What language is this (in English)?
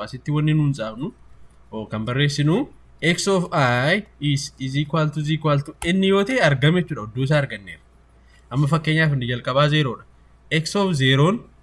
Oromo